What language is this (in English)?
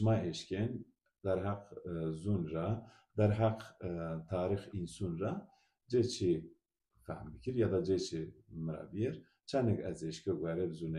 Zaza